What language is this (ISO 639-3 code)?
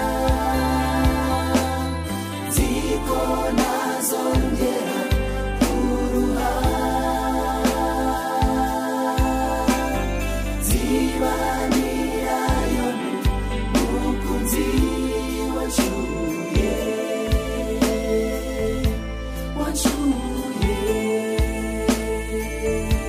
kin